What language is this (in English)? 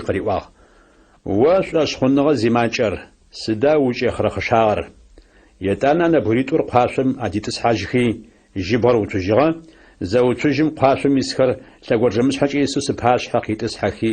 Adyghe